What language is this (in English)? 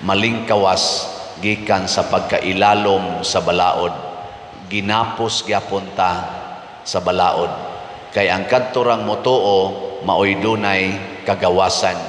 Cebuano